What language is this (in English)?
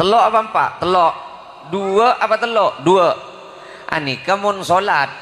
Madurese